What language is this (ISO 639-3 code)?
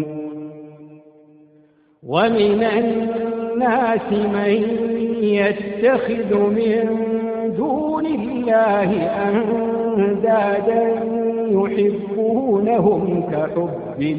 ara